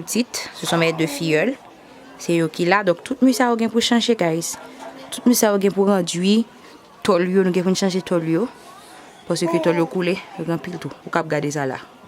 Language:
Haitian Creole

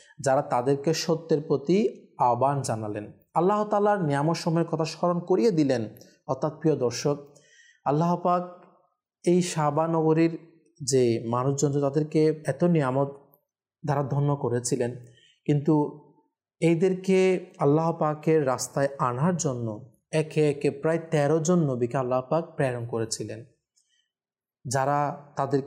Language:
Bangla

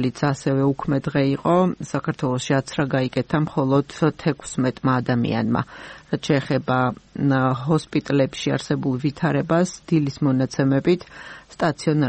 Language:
Georgian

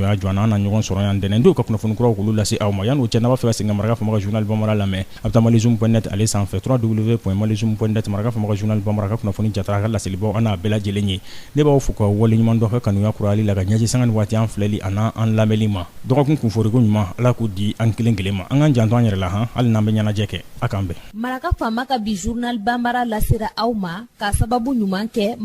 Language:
Bambara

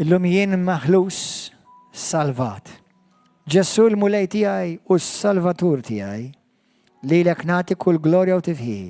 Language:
Maltese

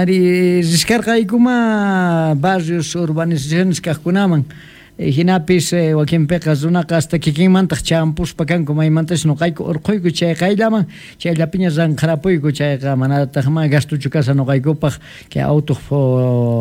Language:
Quechua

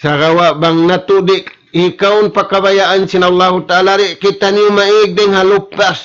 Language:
Tausug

